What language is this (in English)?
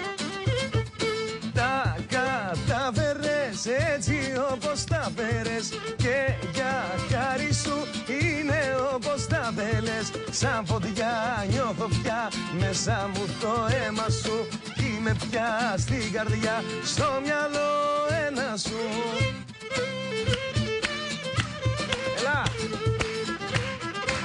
Greek